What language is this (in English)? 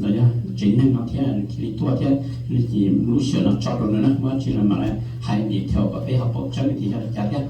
Hmong